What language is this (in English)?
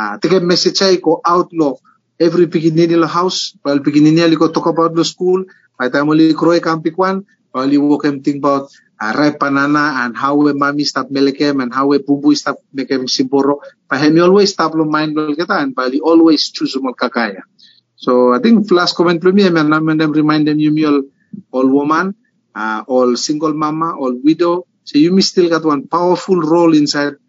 Bislama